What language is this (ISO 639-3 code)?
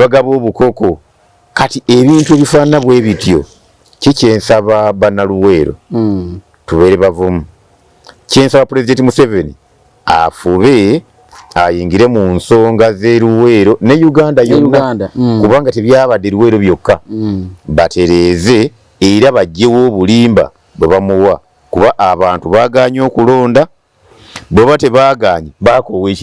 lug